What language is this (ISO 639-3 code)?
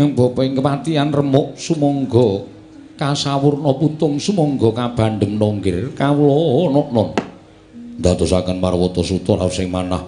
jav